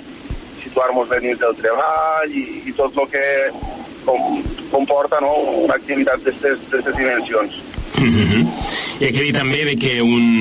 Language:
Catalan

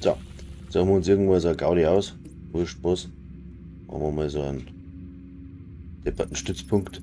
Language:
Bavarian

